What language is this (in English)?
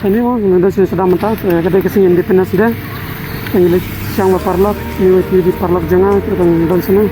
Khasi